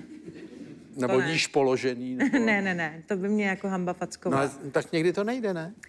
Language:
Czech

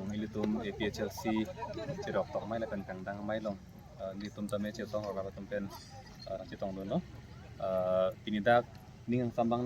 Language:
Karbi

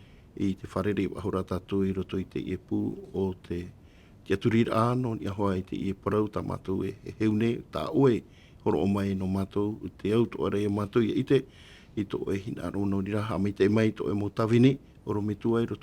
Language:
Tahitian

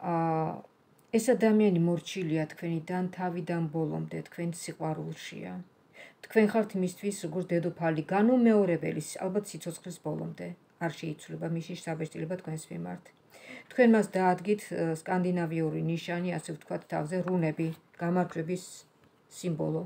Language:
Georgian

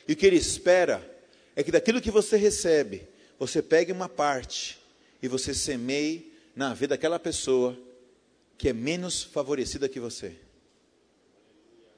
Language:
Portuguese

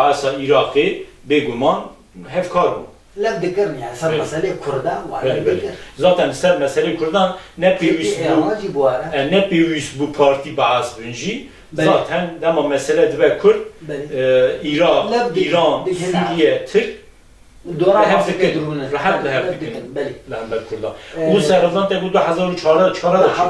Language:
Kurdish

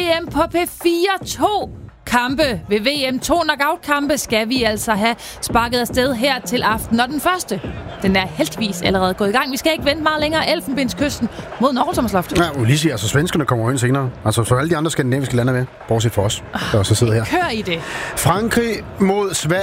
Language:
Danish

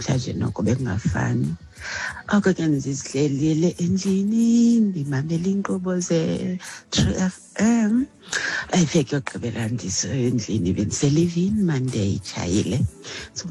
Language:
Xhosa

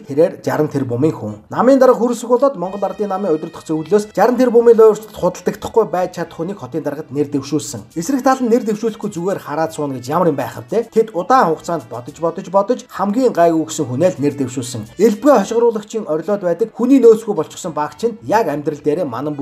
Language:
Mongolian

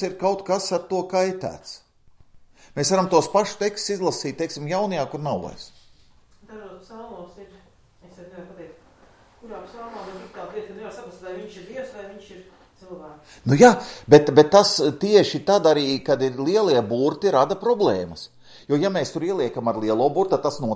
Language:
Latvian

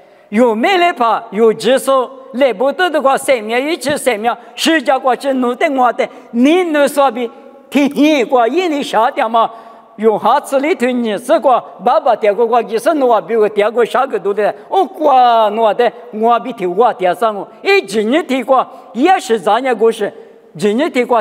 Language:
Lisu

